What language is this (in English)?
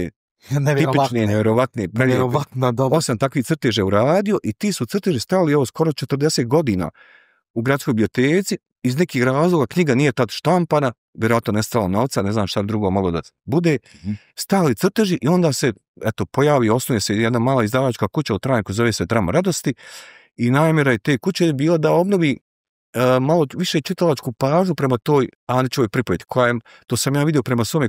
Bosnian